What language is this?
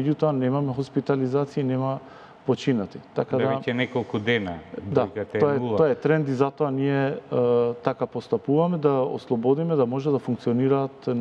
Macedonian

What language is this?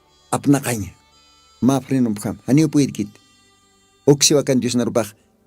Aymara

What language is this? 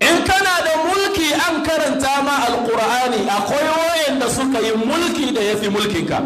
Hausa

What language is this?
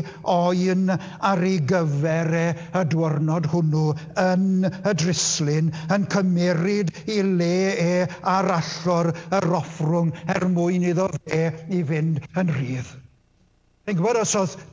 Welsh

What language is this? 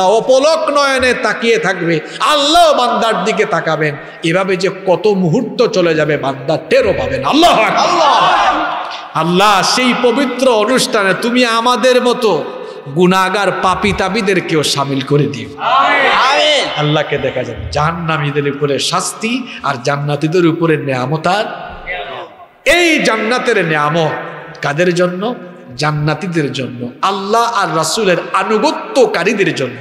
Bangla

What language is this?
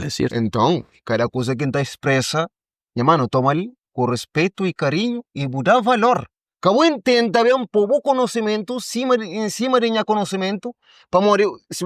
Kabuverdianu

